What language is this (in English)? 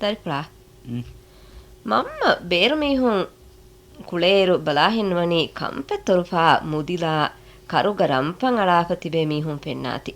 Divehi